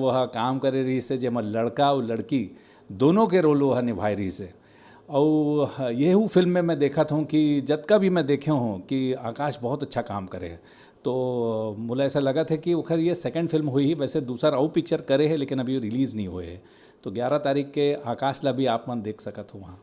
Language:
Chhattisgarhi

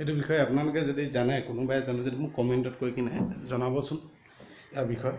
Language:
Assamese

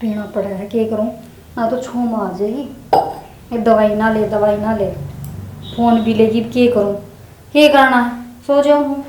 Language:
Haryanvi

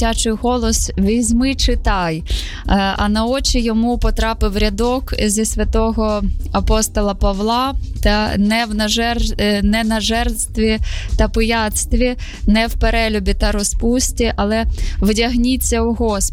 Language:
Ukrainian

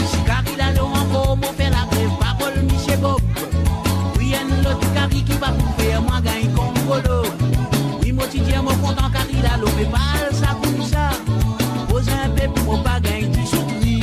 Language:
Morisyen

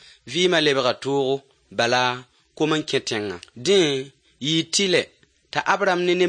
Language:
Mossi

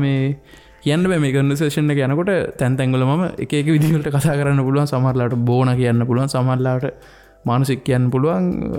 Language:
Sinhala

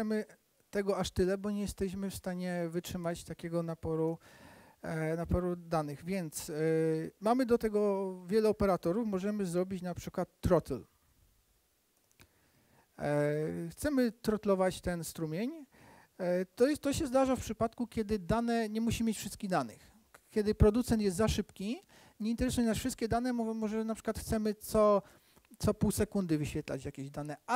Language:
Polish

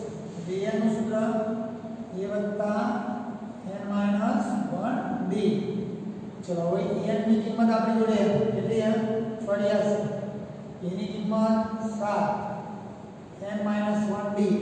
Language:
Gujarati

